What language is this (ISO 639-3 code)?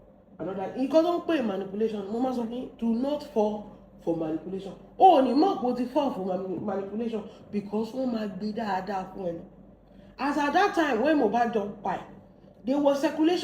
yor